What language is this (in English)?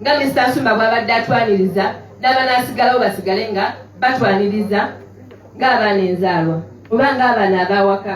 Ganda